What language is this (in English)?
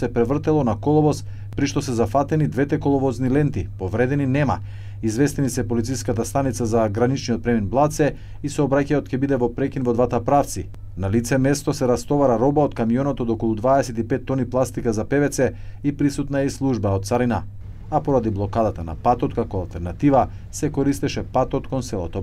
Macedonian